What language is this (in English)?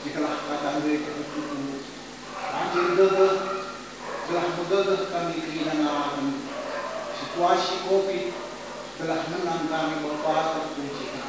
Batak Karo